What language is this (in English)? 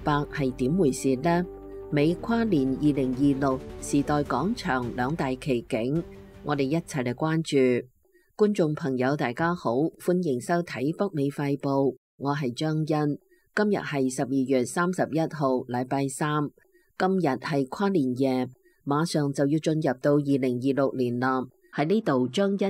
Cantonese